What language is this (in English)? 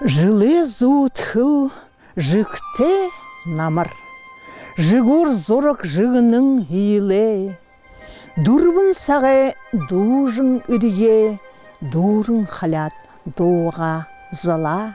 Buriat